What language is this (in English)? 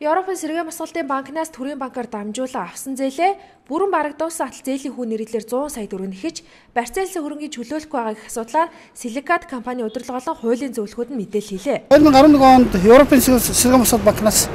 Mongolian